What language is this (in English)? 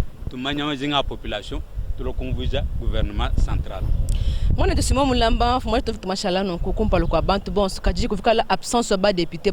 Luba-Lulua